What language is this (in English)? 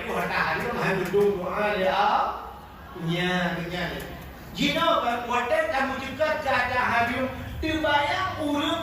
Achinese